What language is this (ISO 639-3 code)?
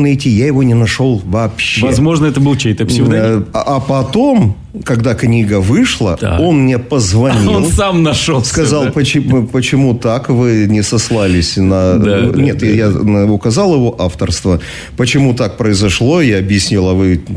rus